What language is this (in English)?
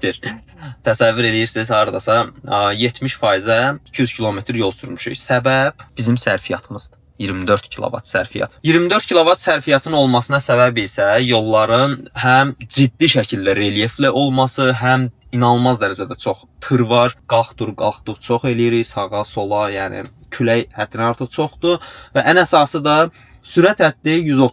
Azerbaijani